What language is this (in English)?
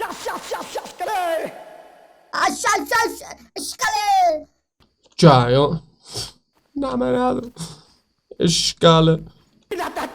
South Azerbaijani